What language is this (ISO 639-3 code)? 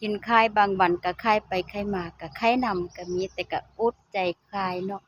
lao